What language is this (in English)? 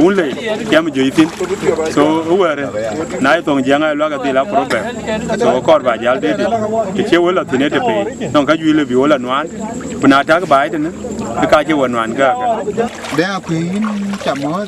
Dinka